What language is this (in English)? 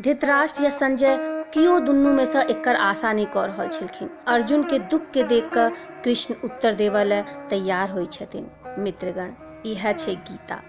Maithili